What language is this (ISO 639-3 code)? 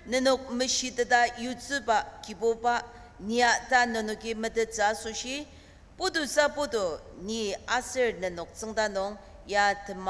njo